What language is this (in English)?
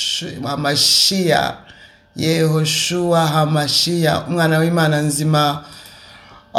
Kinyarwanda